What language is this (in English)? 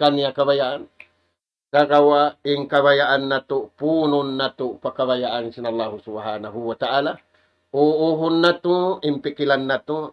Tausug